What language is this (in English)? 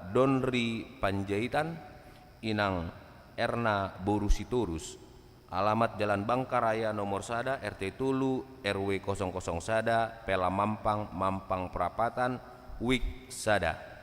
Batak Toba